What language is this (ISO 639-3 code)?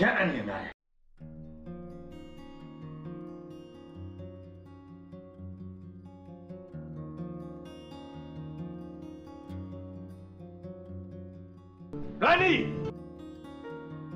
mya